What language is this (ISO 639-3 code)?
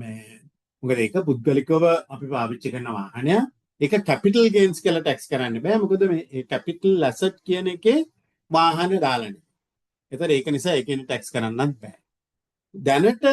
sin